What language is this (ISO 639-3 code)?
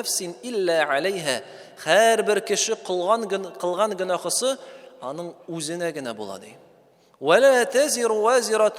tat